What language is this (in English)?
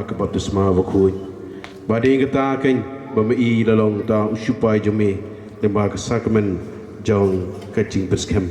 Khasi